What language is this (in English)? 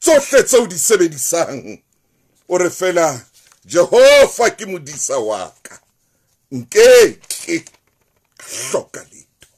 Southern Sotho